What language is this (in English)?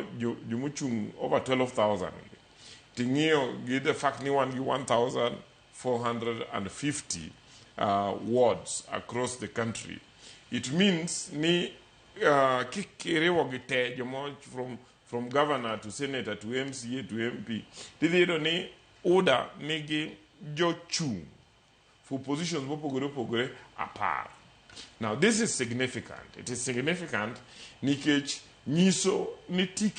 Luo (Kenya and Tanzania)